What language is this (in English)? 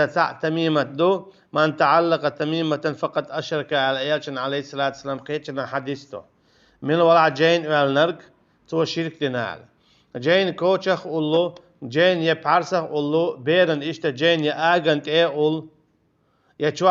Chechen